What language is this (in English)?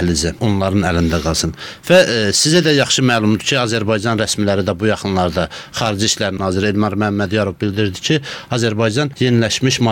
Azerbaijani